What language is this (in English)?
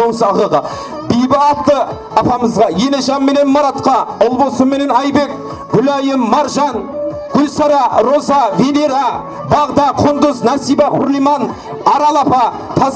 Kara-Kalpak